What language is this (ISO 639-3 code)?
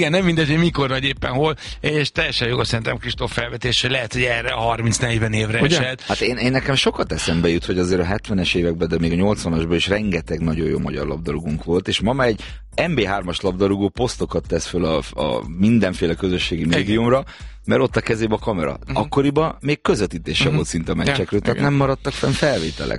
hun